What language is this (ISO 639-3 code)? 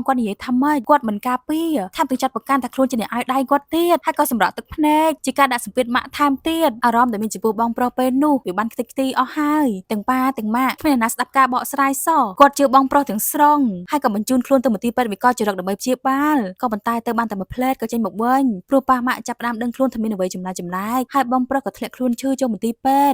khm